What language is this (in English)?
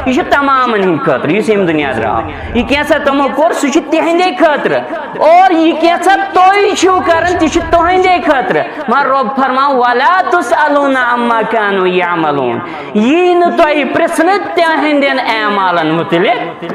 Kashmiri